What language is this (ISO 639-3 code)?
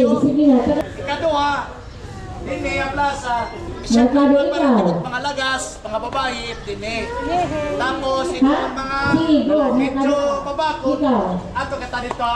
war